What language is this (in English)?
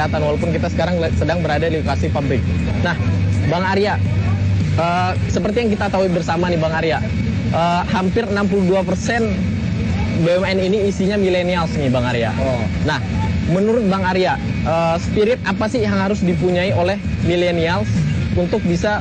Indonesian